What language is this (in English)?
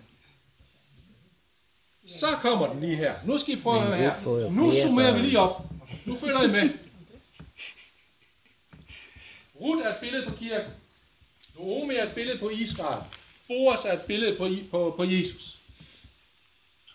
Danish